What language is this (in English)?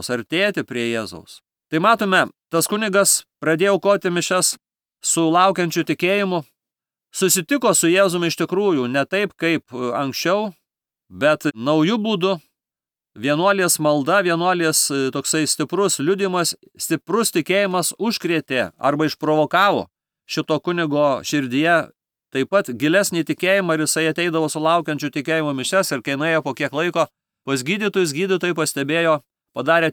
Lithuanian